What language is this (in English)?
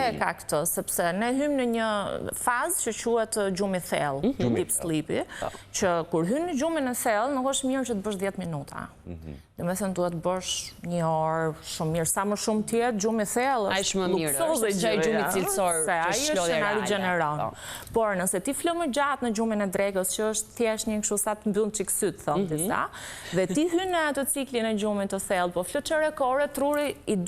Albanian